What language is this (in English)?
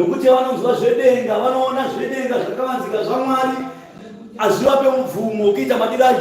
Shona